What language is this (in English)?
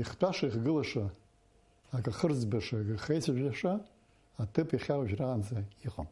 Abkhazian